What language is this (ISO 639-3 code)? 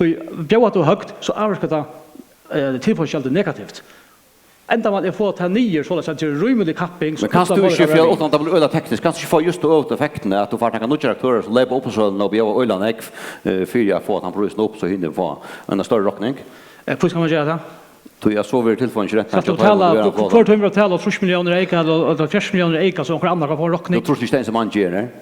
fao